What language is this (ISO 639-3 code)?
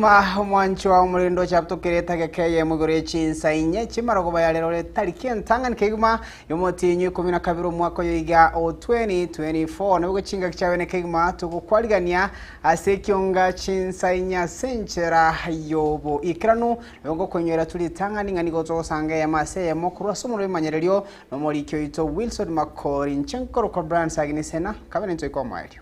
guz